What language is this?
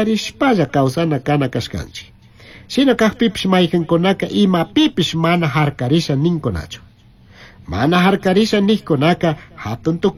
Chimborazo Highland Quichua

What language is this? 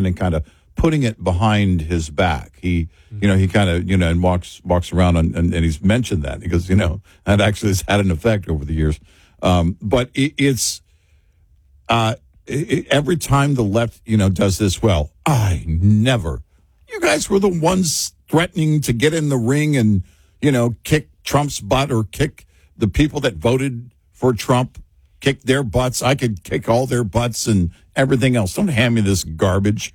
English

